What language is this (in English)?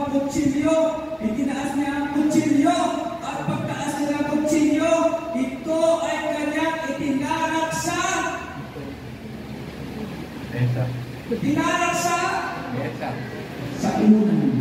Filipino